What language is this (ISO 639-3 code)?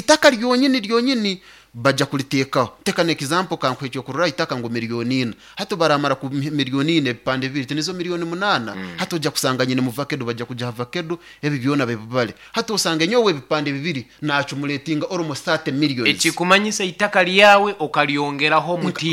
nyo